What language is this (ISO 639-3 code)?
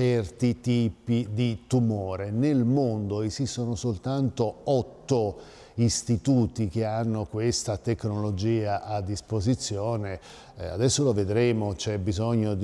ita